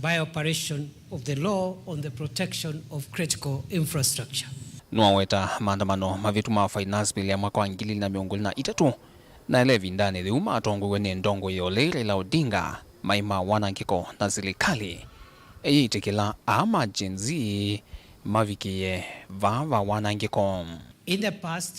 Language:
Kamba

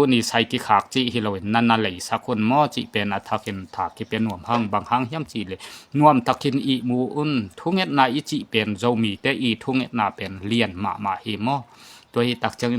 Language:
Tedim Chin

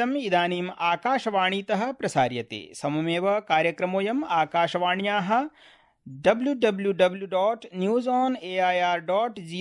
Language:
Sanskrit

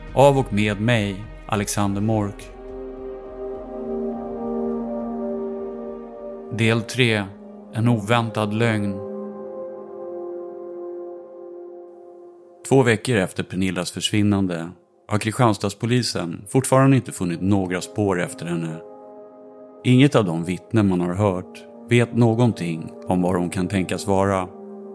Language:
Swedish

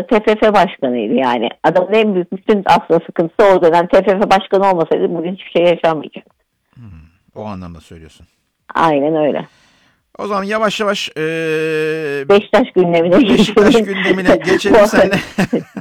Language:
Turkish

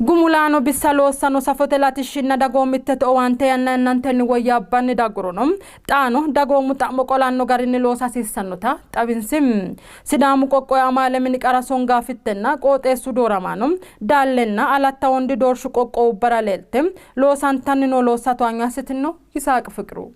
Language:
Sidamo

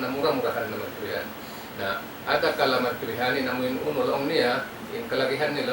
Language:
Tausug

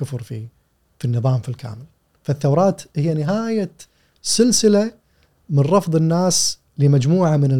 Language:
Gulf Arabic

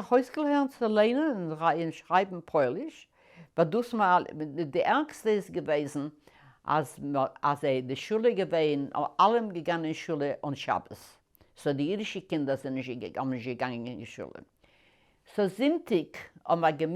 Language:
Yiddish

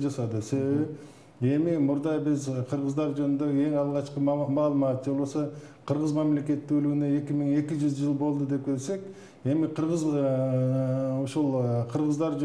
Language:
Kyrgyz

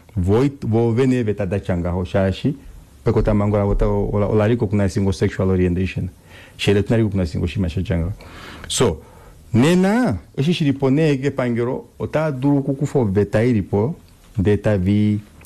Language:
Kuanyama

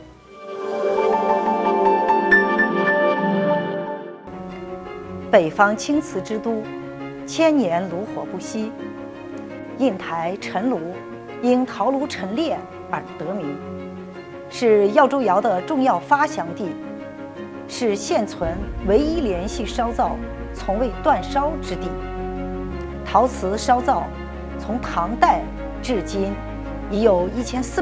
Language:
Chinese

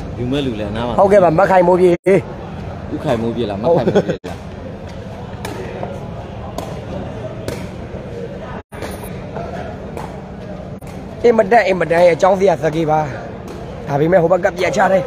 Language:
Burmese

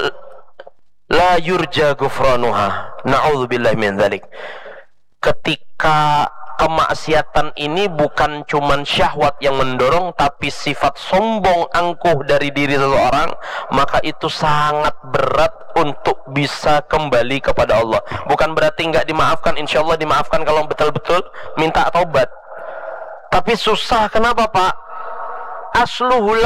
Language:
Indonesian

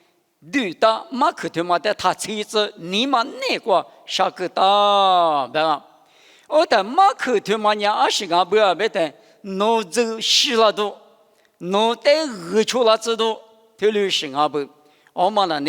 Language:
Lisu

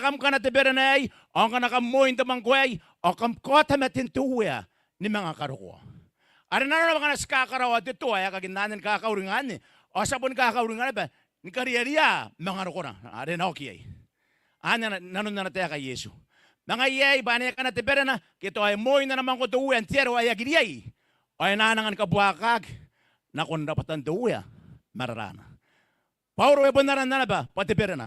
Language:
Gilbertese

